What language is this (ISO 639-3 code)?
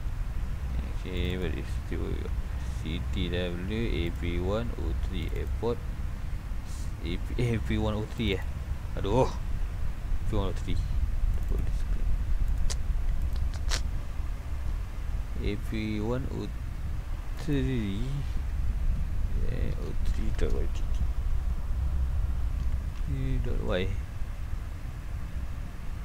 msa